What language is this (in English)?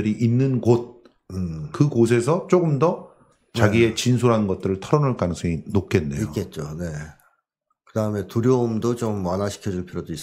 Korean